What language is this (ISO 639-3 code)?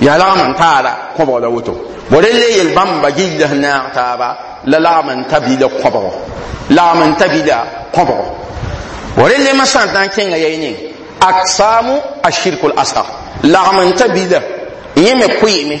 mos